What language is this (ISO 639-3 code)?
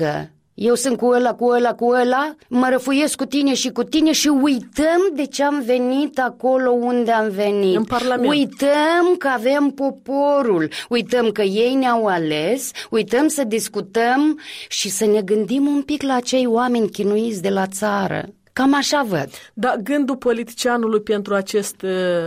ron